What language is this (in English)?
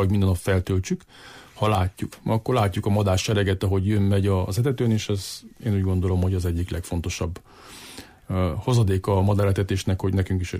Hungarian